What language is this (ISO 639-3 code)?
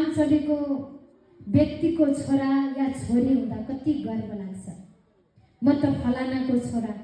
nep